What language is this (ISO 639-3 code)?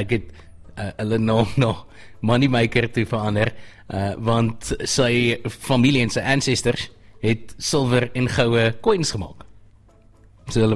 afr